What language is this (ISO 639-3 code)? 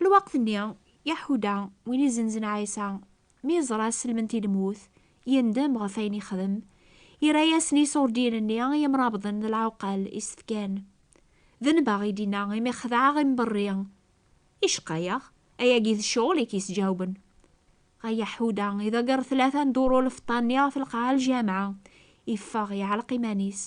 kab